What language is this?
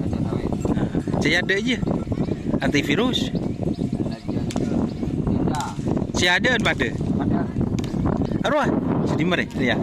Madurese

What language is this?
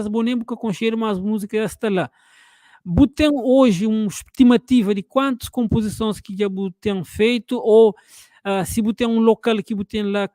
Kabuverdianu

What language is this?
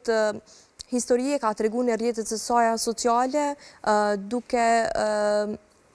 Albanian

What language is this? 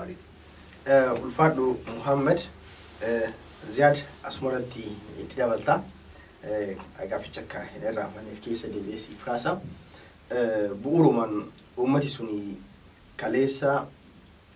Oromo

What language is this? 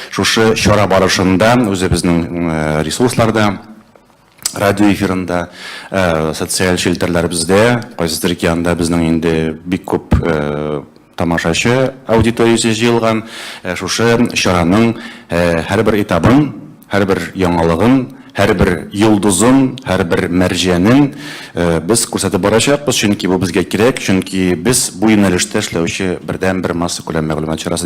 Tatar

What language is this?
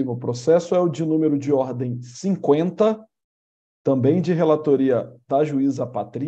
Portuguese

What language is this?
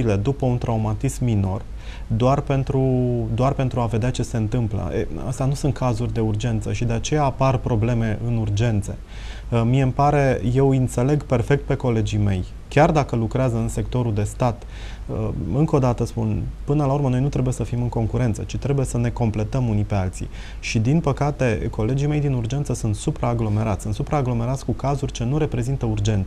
Romanian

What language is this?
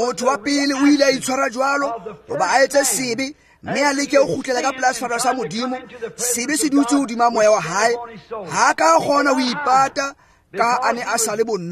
Tswana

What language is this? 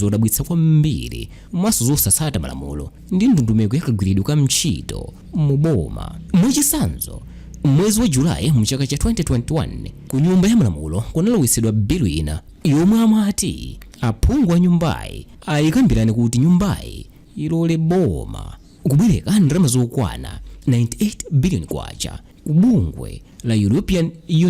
Nyanja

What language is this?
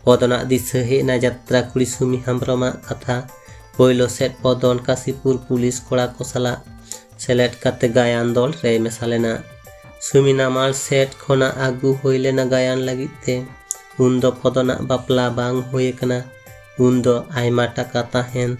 Santali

